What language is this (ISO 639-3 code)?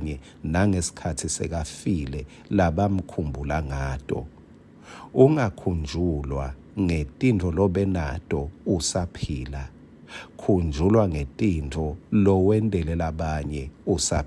ssw